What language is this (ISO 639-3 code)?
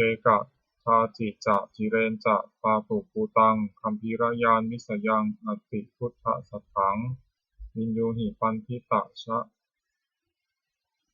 pli